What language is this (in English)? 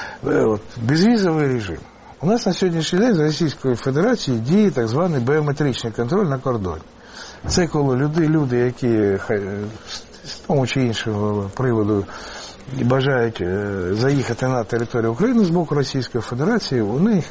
Ukrainian